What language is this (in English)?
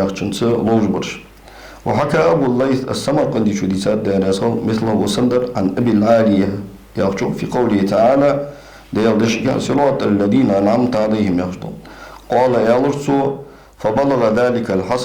Ingush